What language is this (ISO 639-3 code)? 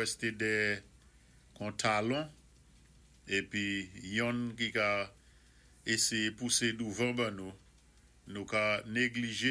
acf